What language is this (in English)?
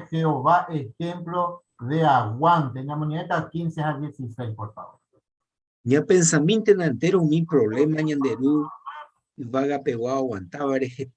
Guarani